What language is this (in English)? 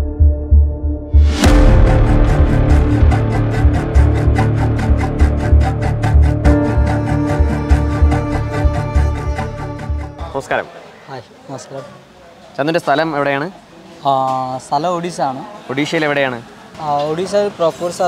Malayalam